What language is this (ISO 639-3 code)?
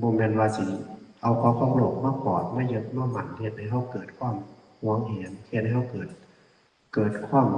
lao